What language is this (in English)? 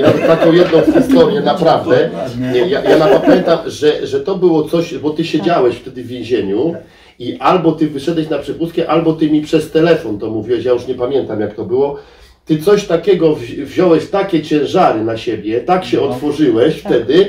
Polish